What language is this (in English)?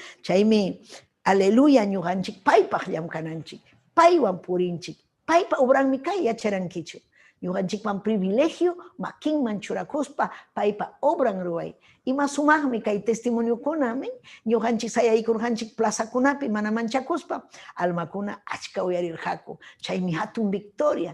Ayacucho Quechua